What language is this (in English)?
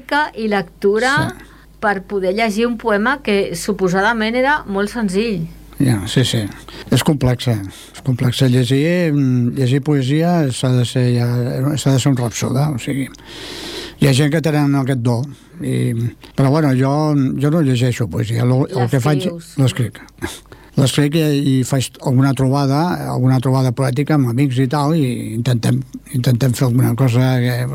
Catalan